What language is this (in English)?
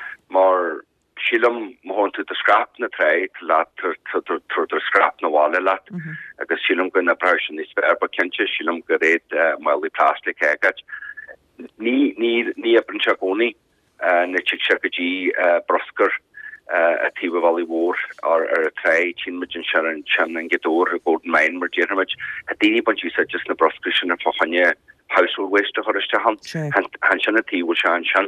Irish